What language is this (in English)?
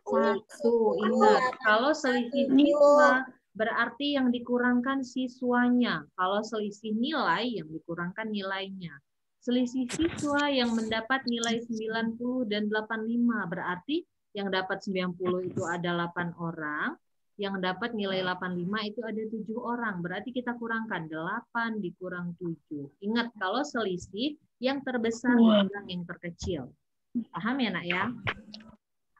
Indonesian